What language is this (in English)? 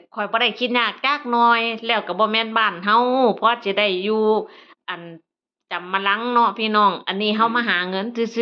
Northeastern Thai